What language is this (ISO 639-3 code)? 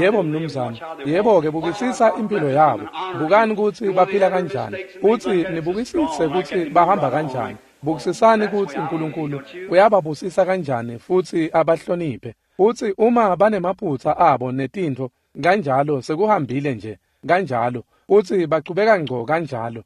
ssw